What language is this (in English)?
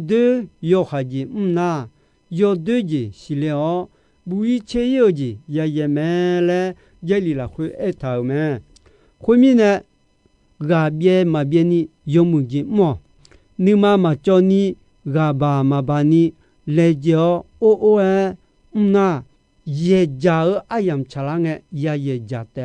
Akha